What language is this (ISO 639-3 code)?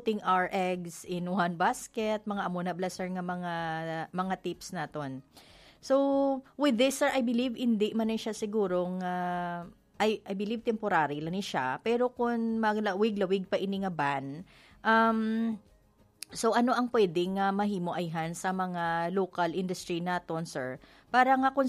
hil